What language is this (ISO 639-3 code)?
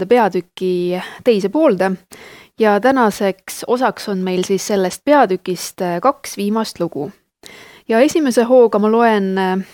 est